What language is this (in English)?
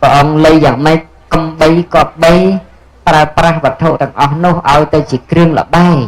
Khmer